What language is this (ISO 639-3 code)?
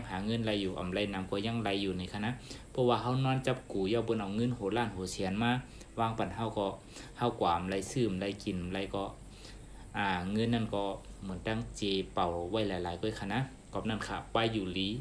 shn